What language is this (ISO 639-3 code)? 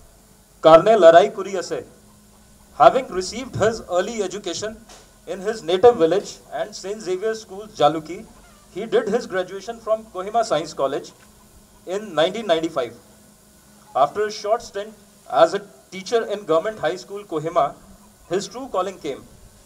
eng